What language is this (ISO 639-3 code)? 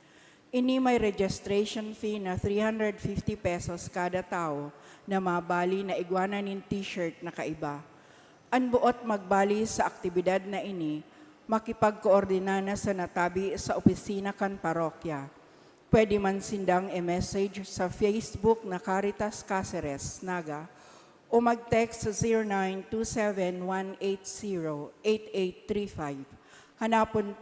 bik